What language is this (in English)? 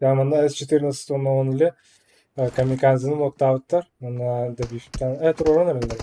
Yakut